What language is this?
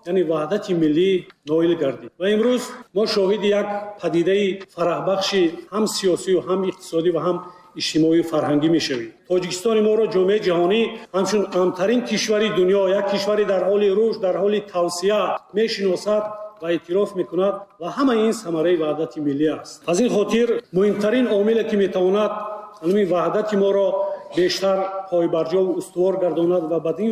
Tajik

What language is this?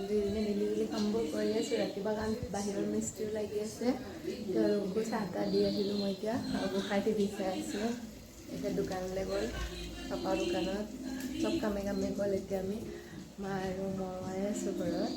Assamese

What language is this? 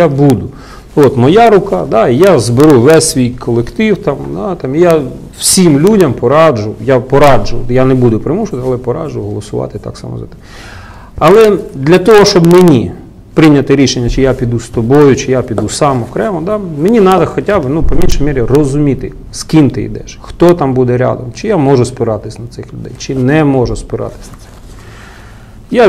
Ukrainian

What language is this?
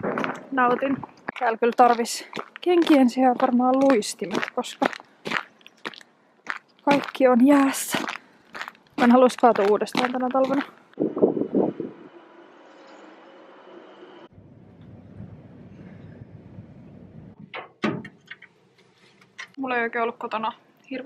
Finnish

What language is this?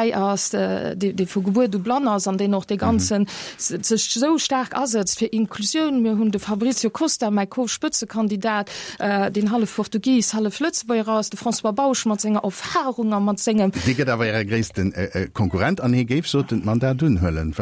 Luxembourgish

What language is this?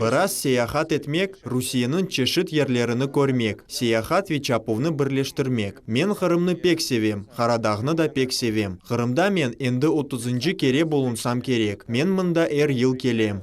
Crimean Tatar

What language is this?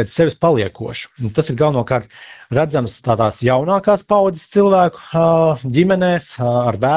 Latvian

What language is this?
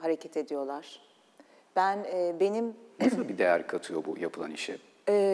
Turkish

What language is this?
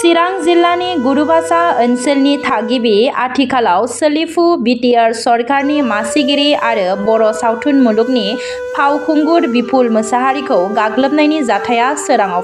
Bodo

